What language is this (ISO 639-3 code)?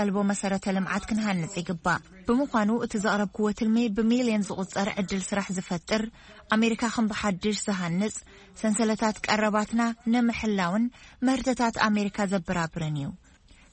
tir